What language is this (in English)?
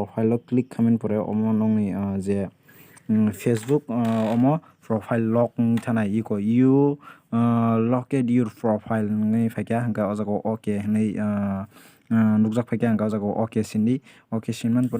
Kok Borok